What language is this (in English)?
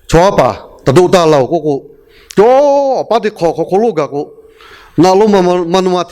Lahu